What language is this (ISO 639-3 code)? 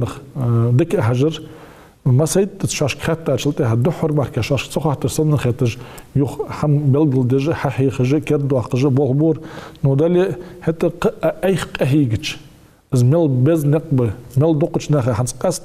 inh